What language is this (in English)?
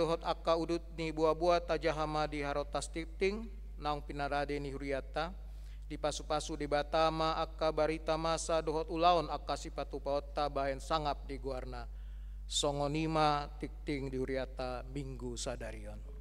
Batak Toba